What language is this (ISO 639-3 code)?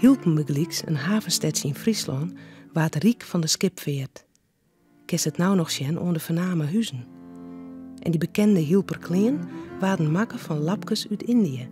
fry